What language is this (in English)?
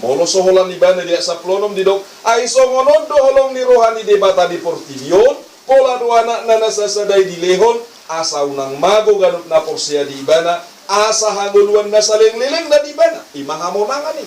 Batak Toba